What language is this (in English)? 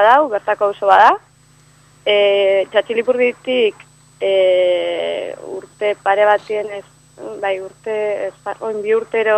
Basque